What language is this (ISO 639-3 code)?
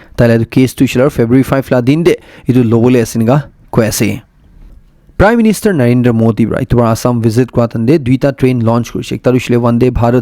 nag